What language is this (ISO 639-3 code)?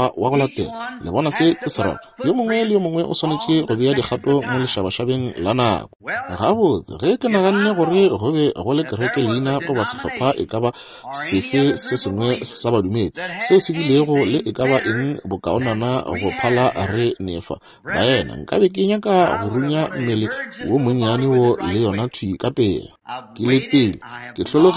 nso